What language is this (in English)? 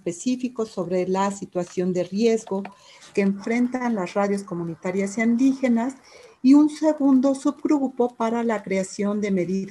Spanish